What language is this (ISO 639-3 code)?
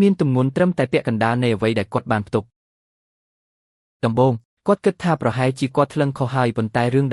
khm